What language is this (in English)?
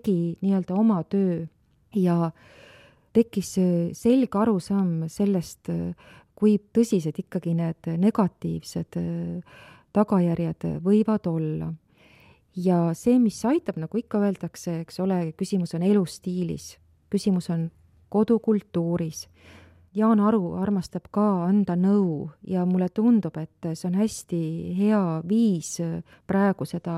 Estonian